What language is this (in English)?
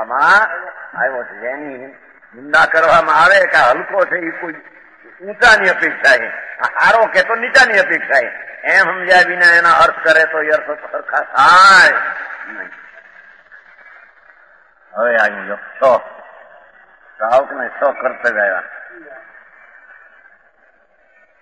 Gujarati